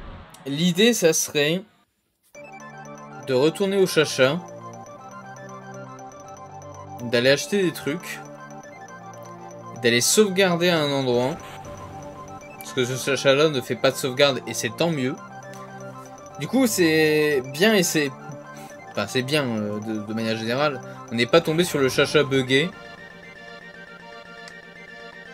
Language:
French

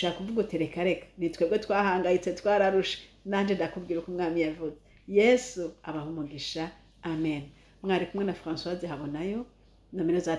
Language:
Rundi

